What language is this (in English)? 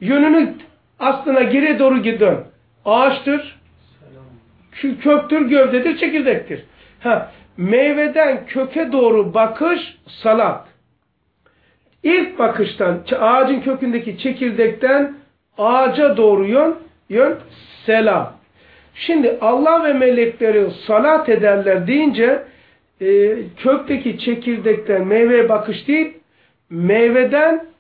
Turkish